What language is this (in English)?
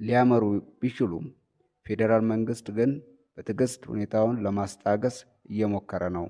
Amharic